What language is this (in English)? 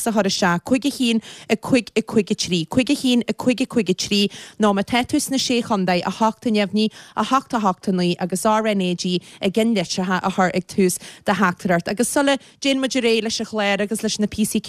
Irish